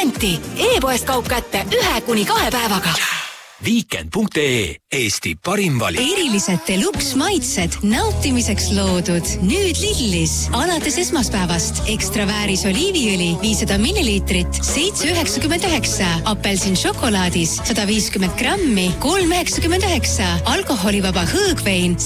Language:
Estonian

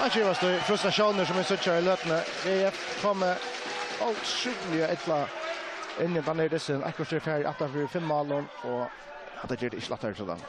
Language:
Faroese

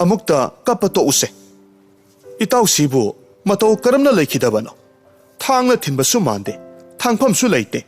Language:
Manipuri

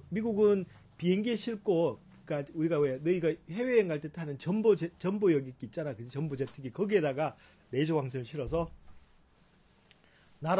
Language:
Korean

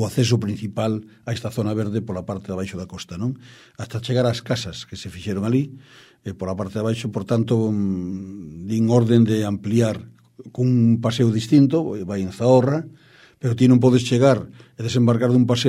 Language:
Galician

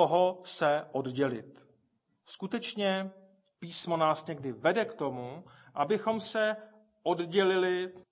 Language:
Czech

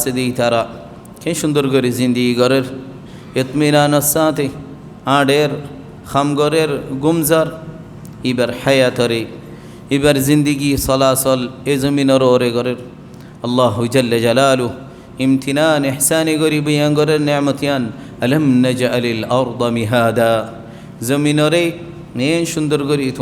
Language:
Rohingya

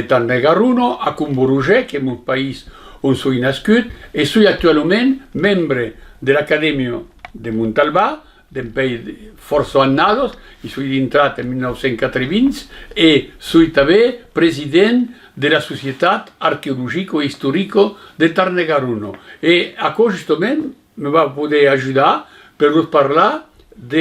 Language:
Occitan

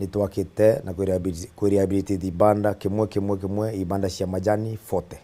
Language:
Meru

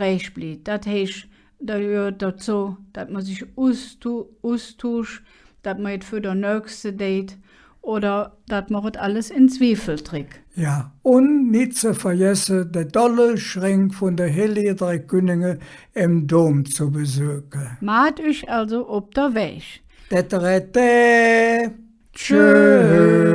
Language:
Colognian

